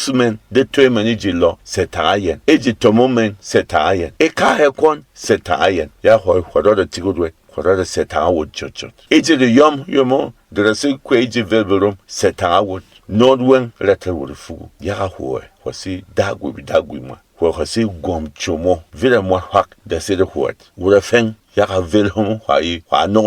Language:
Berom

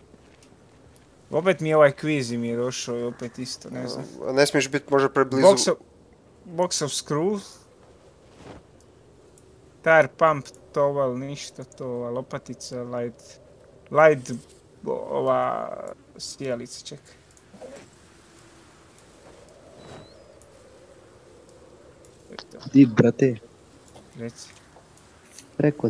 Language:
Croatian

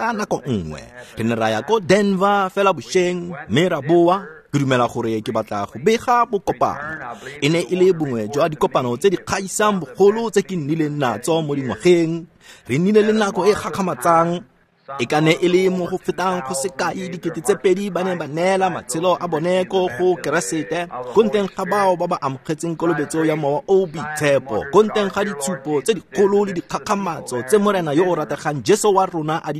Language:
Tswana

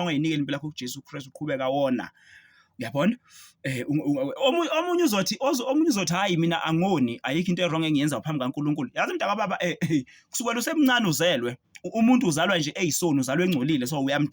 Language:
Zulu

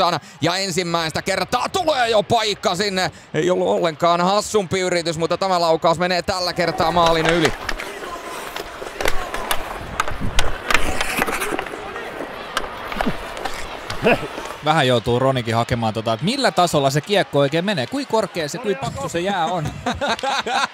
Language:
Finnish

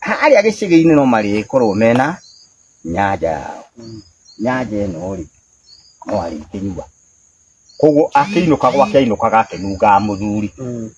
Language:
Kikuyu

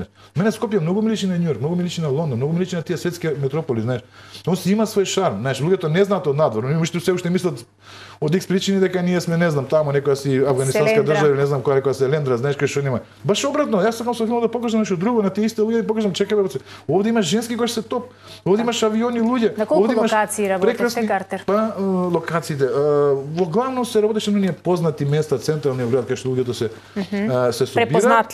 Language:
Macedonian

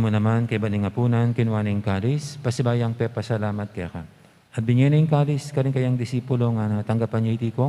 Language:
Pampanga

